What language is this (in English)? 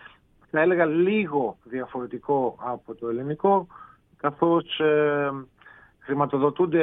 Greek